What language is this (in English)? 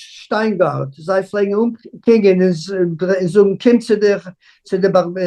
Yiddish